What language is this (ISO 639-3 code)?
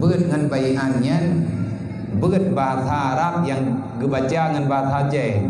ace